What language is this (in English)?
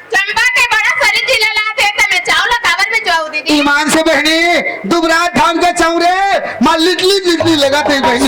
Chhattisgarhi